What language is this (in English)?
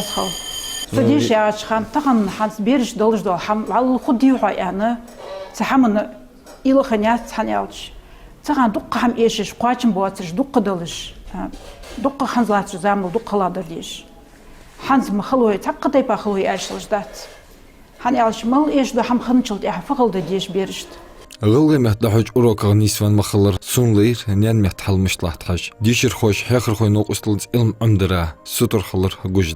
Ingush